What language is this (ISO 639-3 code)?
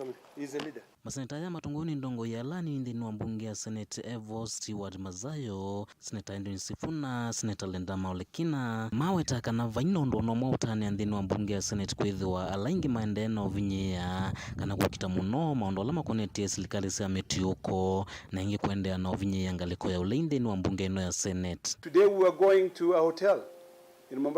kam